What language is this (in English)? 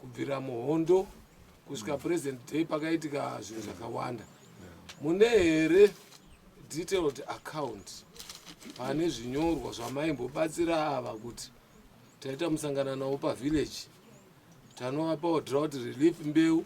Shona